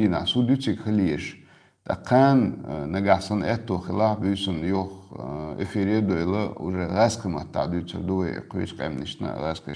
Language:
Chechen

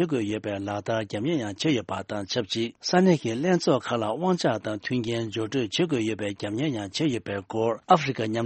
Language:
Tibetan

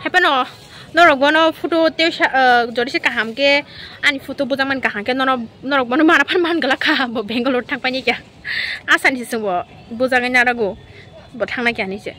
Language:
Kok Borok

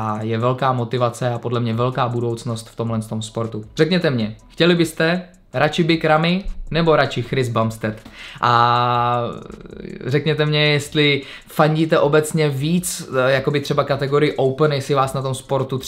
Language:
Czech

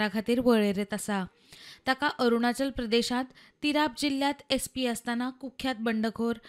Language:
Konkani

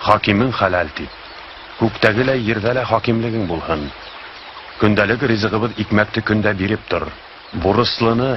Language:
Bashkir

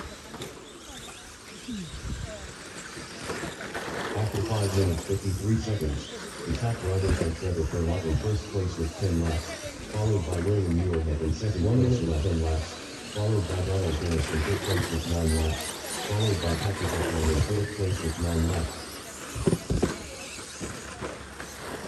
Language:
English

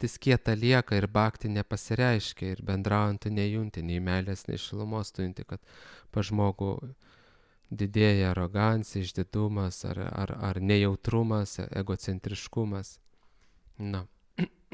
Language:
Lithuanian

